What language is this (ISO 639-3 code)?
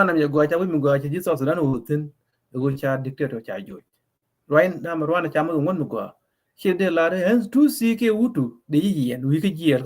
nus